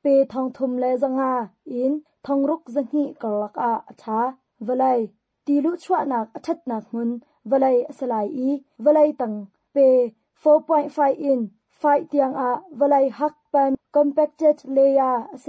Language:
Hakha Chin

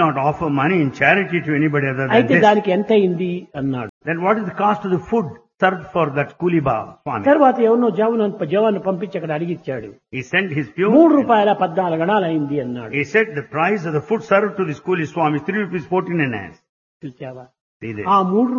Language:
Telugu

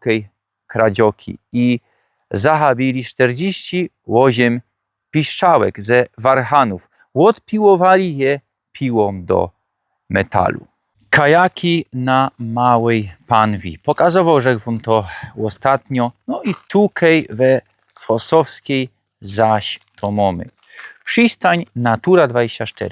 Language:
Silesian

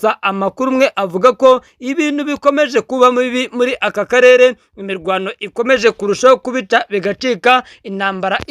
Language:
Kinyarwanda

